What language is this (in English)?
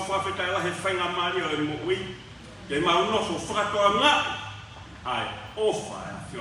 Tongan